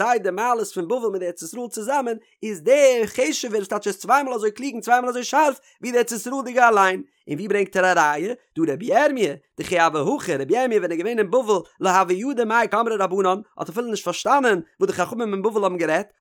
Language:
Yiddish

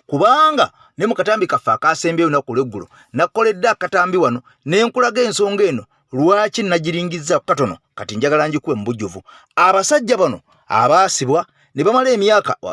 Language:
Ganda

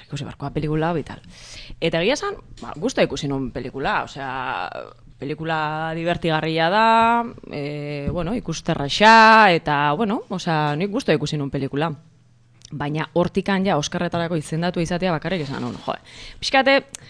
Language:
Basque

